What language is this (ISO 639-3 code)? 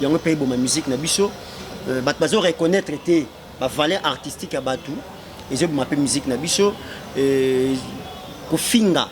lin